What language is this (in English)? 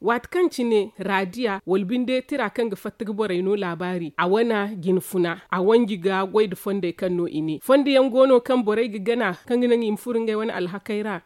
Zarma